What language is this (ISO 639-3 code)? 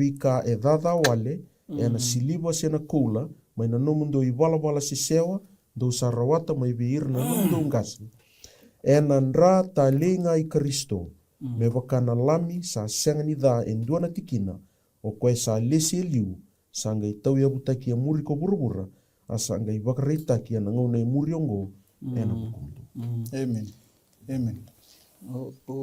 fij